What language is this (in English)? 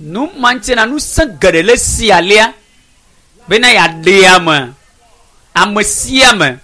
Ewe